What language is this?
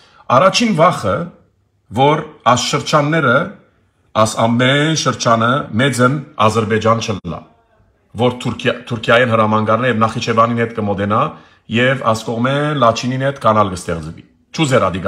Armenian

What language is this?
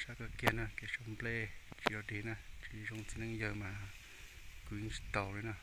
Hmong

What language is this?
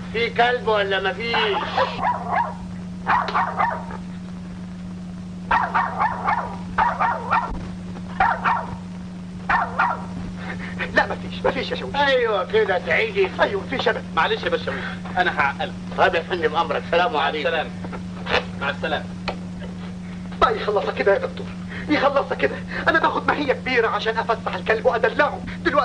Egyptian Arabic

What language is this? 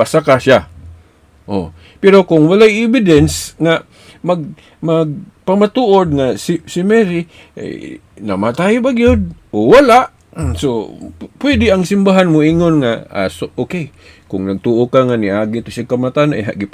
Cebuano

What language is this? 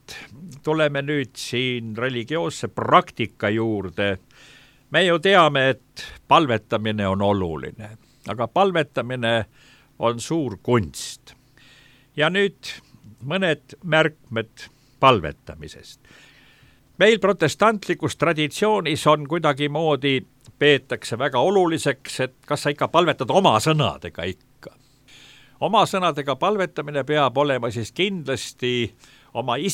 Estonian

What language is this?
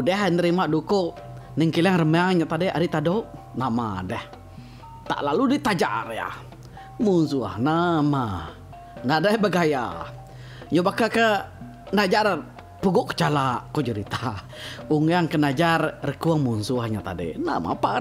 Iban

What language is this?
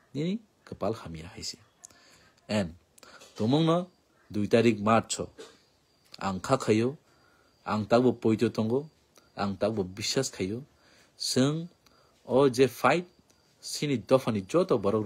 Kok Borok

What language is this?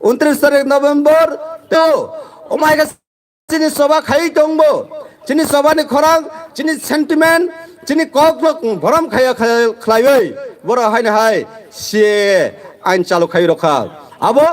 Kok Borok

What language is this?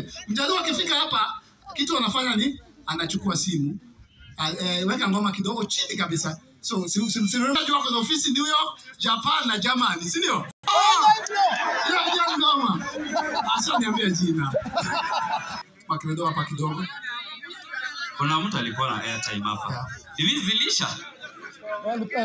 Swahili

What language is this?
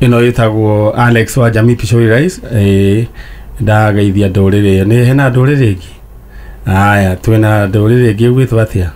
Kikuyu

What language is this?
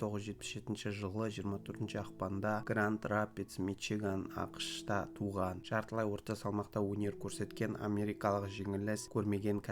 Kazakh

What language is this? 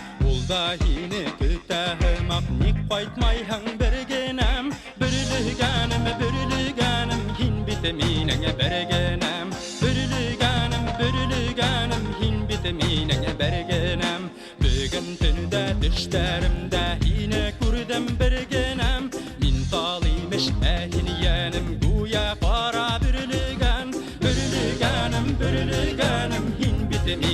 Bashkir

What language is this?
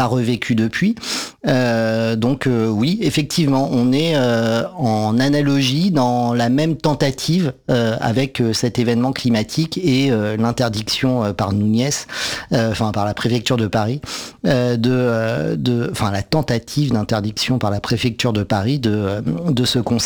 French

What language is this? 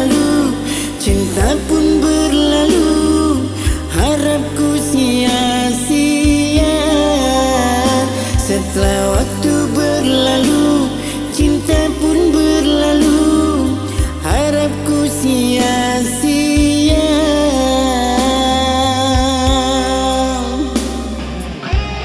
Indonesian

